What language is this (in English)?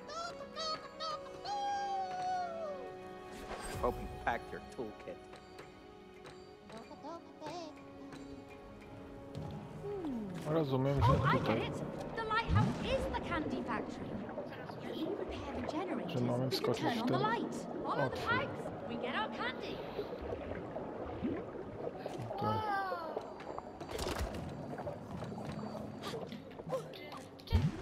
Polish